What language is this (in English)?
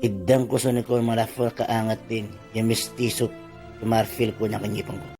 Itawit